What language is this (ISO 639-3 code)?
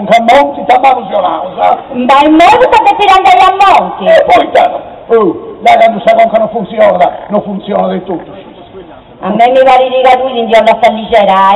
srd